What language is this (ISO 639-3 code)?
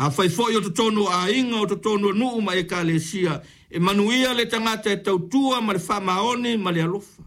smo